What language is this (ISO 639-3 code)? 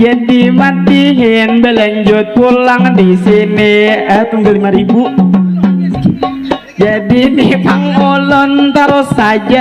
bjn